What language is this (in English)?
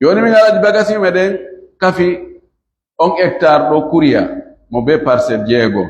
Fula